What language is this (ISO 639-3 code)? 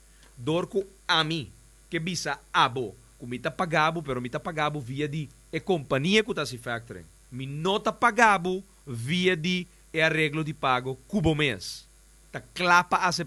pap